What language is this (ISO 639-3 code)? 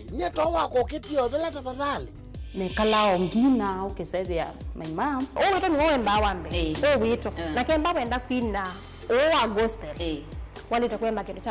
kam